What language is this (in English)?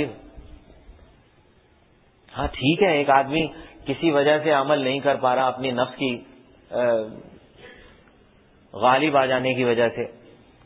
Urdu